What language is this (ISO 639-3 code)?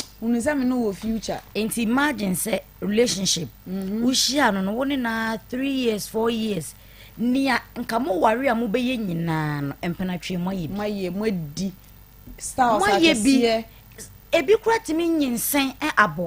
aka